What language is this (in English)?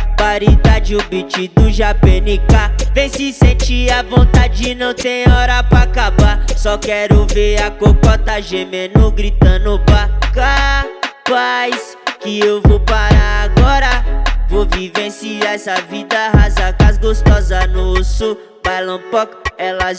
Portuguese